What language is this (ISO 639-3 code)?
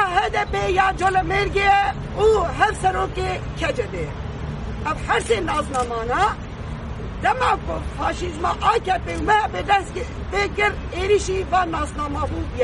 kur